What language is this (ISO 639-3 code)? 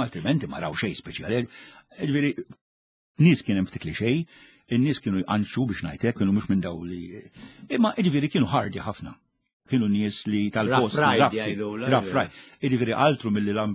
mlt